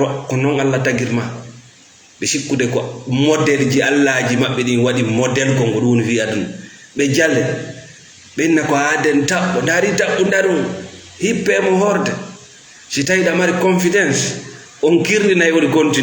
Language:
Fula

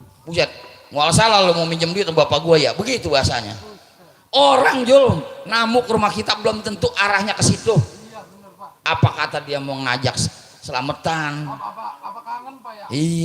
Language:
Betawi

